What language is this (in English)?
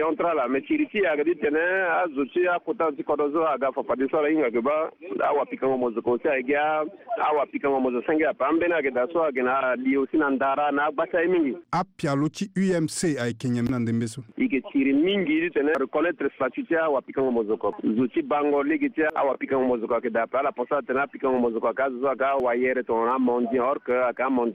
Sango